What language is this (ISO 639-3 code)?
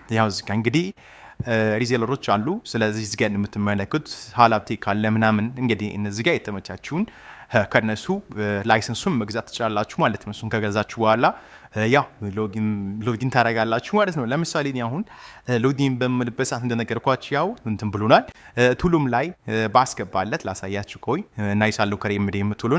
amh